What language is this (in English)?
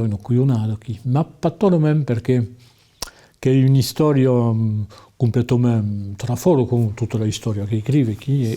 Occitan